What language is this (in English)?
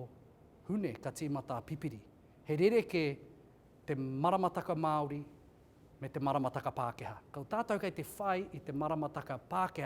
Māori